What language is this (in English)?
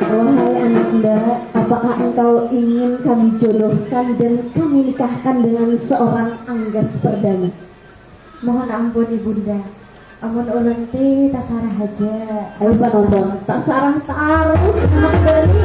Banjar